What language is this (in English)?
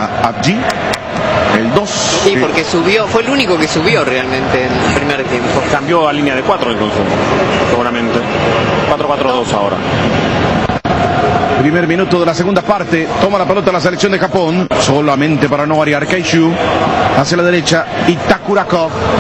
Spanish